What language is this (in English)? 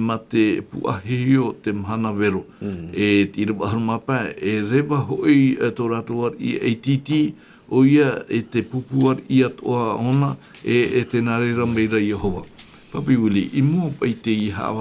Tahitian